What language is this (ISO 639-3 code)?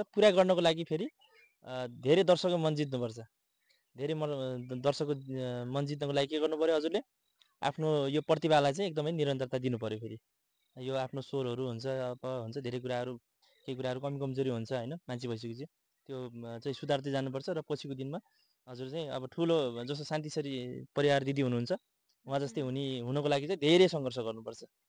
nep